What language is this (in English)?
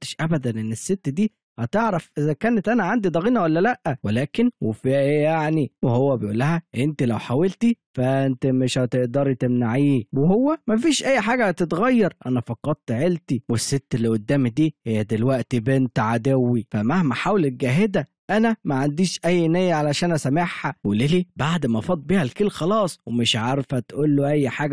Egyptian Arabic